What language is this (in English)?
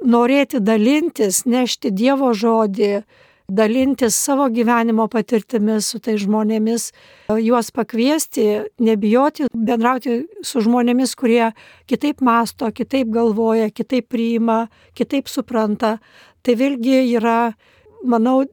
Lithuanian